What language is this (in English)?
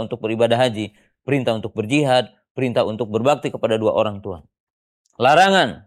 Indonesian